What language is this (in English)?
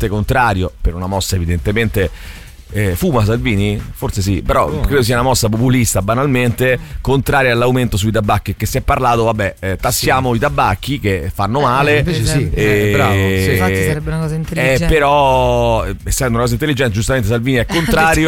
Italian